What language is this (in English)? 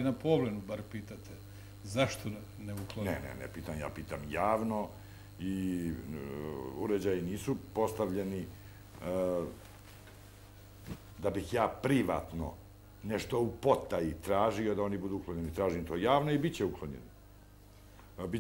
Serbian